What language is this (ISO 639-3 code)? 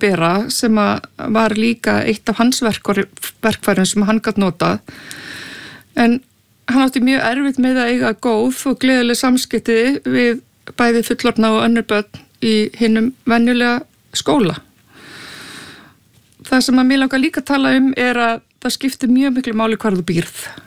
isl